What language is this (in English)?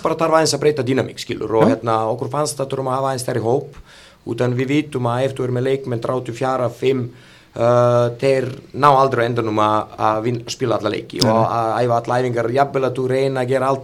Icelandic